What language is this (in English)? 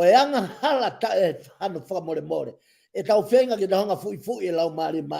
Tongan